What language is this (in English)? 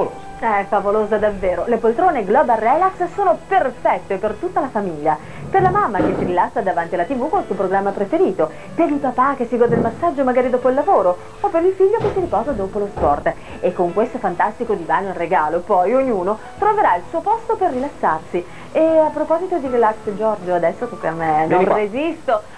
Italian